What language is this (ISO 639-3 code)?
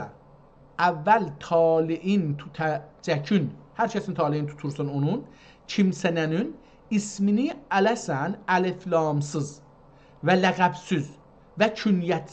azb